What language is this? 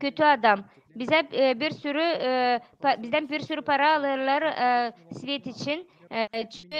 Gagauz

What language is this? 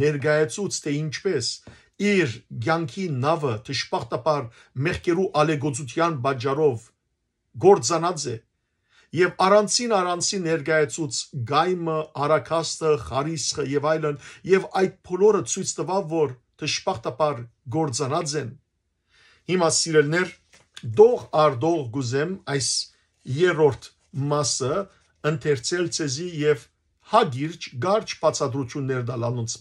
Western Armenian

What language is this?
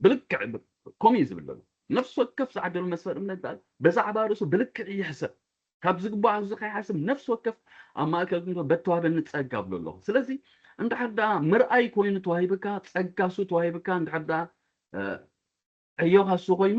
Tigrinya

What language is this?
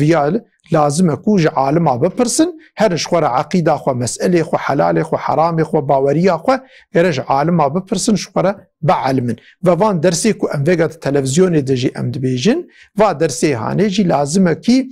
Kurdish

